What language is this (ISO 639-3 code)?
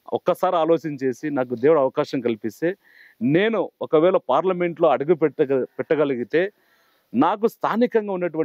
tel